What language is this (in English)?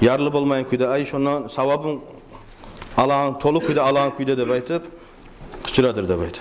Kumyk